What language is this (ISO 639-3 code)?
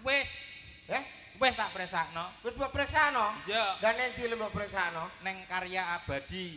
jav